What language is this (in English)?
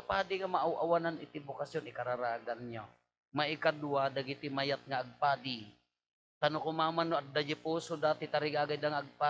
Iloko